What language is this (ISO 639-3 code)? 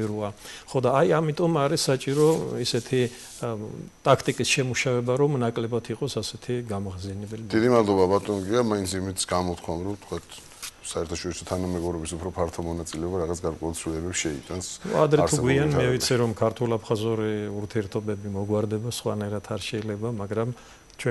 kat